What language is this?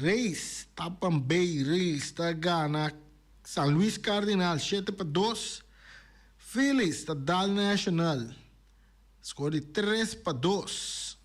Papiamento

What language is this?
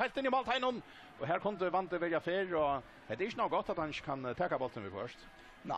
Faroese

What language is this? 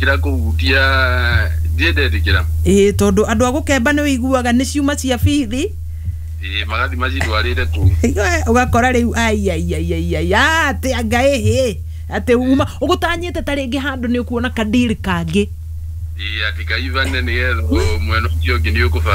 Kikuyu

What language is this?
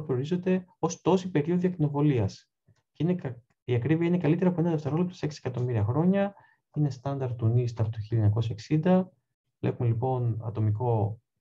Greek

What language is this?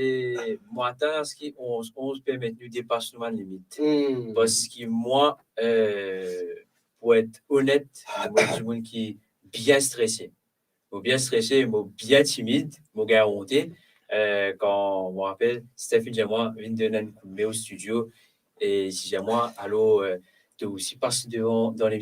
Morisyen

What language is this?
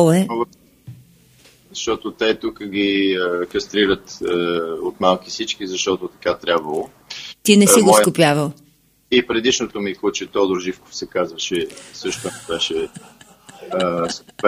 Bulgarian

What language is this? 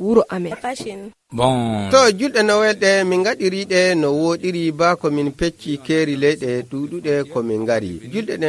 Nigerian Fulfulde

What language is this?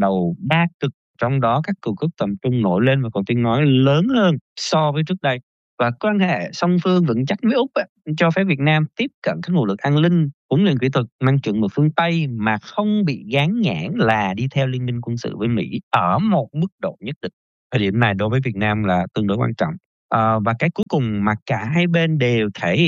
Vietnamese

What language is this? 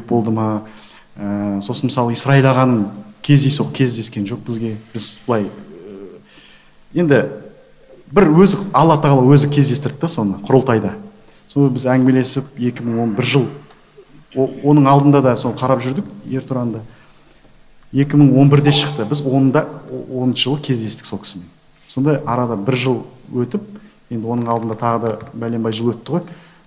Kazakh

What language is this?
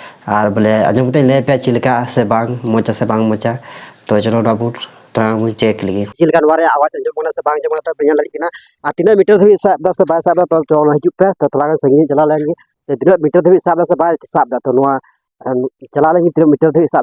Santali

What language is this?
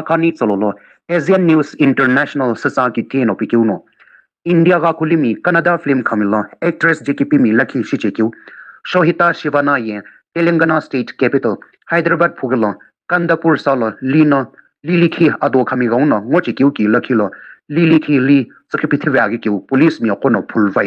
Sumi Naga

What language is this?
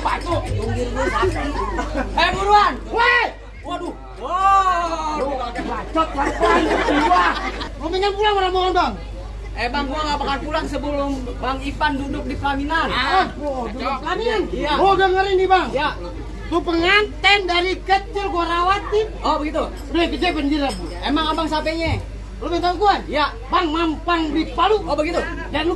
Betawi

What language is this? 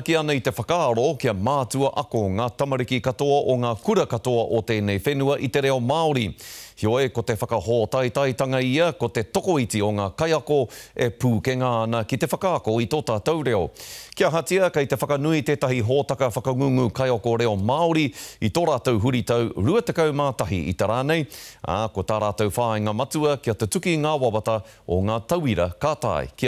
Māori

